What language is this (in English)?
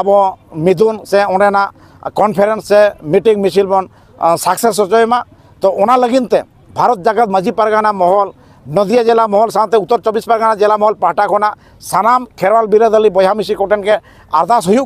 Santali